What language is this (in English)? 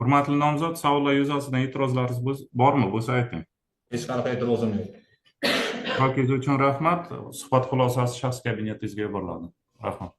Uzbek